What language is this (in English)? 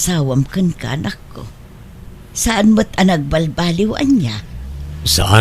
Iloko